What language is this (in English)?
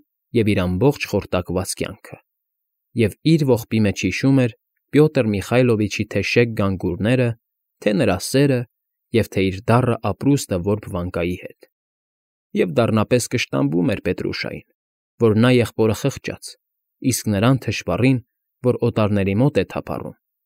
Armenian